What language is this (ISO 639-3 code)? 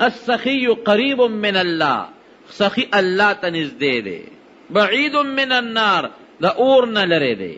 pus